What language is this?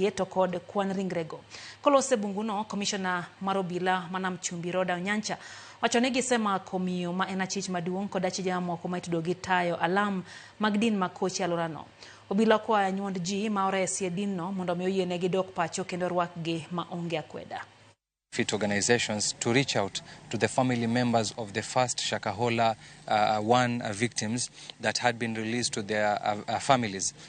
Luo (Kenya and Tanzania)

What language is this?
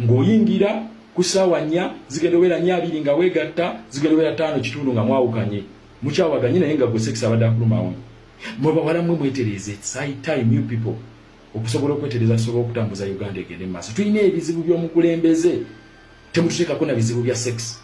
Ganda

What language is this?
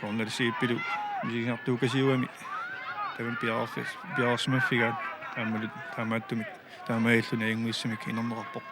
Kalaallisut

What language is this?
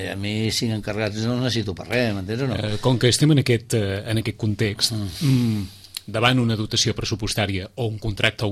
Catalan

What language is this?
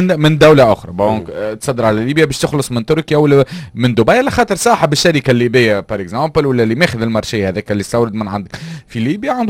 Tunisian Arabic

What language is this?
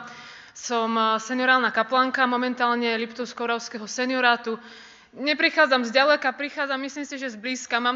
Slovak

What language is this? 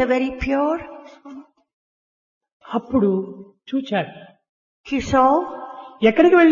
Telugu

